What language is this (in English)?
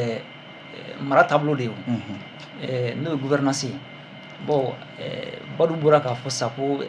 Bambara